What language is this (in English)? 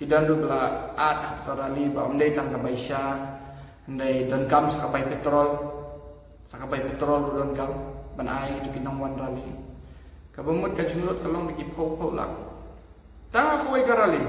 Khasi